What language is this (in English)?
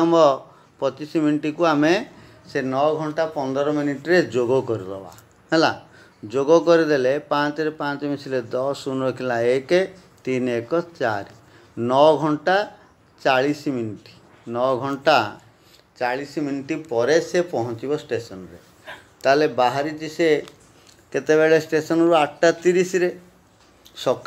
Odia